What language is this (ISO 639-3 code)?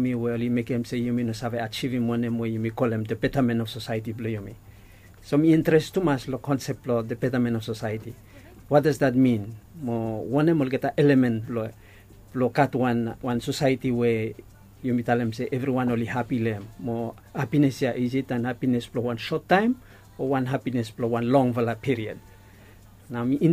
bis